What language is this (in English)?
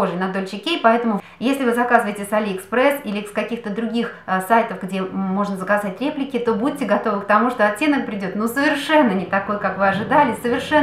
Russian